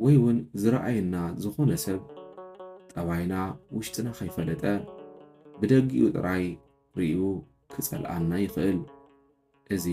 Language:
Tigrinya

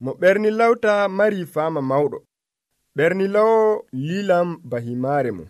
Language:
Nigerian Fulfulde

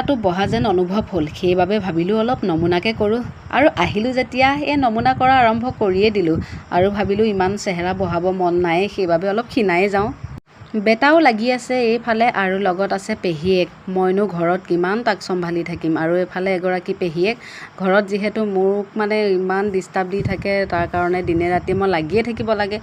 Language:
Assamese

